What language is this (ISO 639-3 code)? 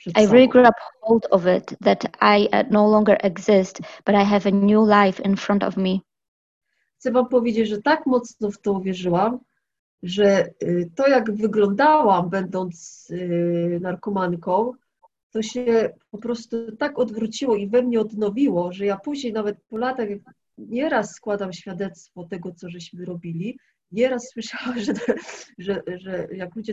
pol